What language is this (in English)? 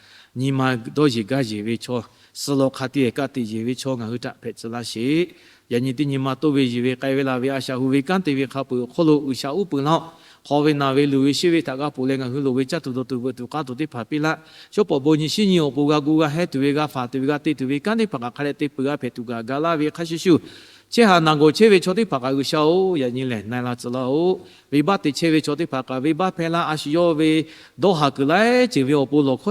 Lahu